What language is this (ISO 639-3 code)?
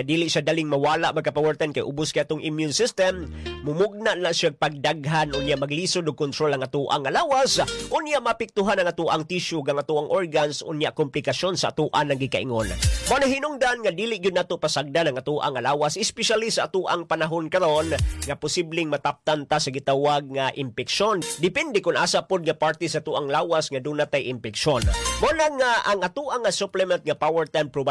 ceb